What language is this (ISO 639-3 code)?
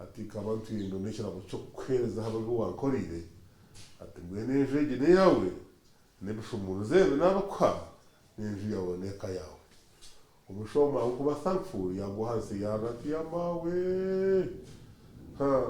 nyn